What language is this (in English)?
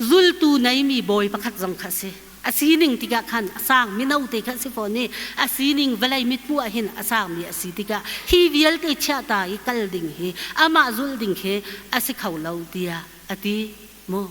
Hakha Chin